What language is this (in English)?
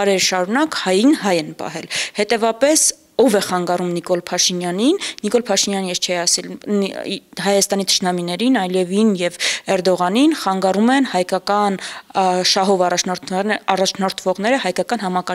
Armenian